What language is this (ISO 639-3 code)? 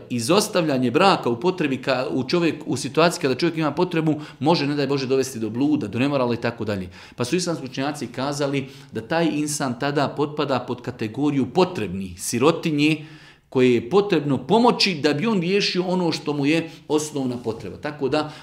bos